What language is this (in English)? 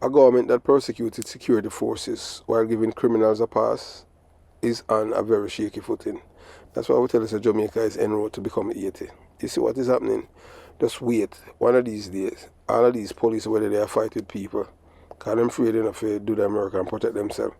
Jamaican Creole English